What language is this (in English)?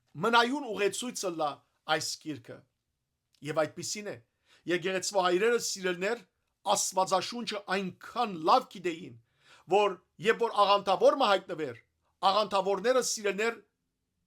Western Armenian